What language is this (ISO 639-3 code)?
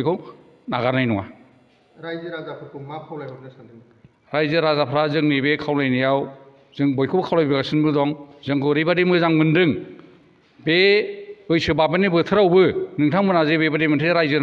brx